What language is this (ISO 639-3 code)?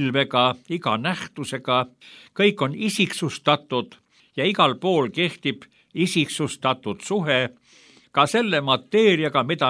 est